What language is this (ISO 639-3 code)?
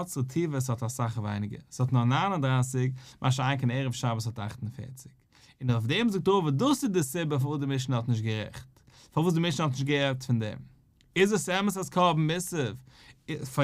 yid